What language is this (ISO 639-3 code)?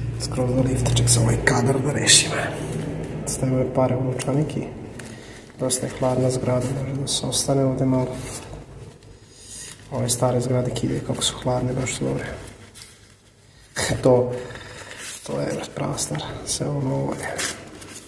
srp